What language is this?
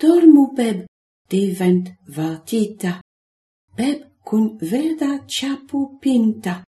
Esperanto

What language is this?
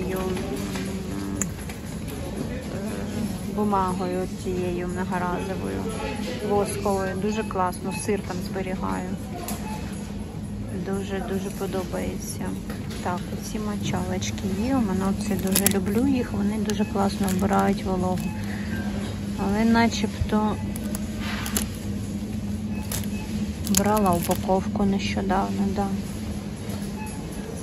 Ukrainian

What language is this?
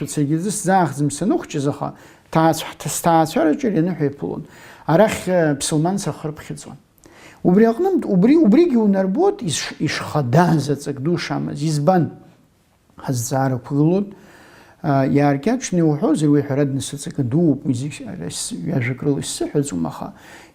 Abkhazian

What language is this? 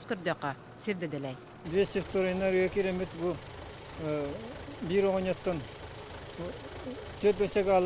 Yakut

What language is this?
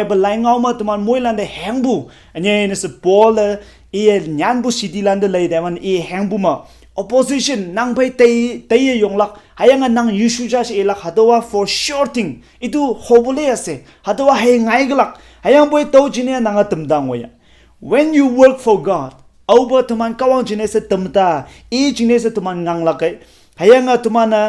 Konyak Naga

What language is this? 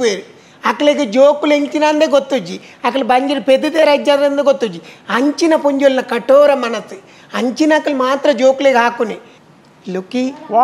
Tulu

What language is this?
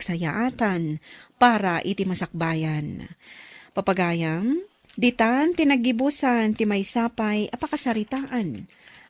Iloko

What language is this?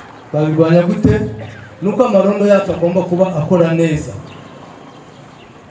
Kinyarwanda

